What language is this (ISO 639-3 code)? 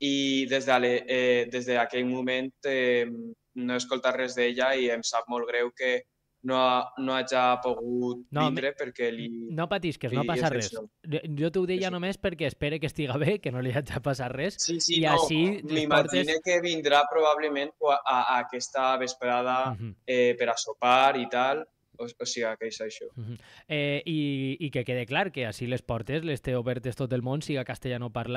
cat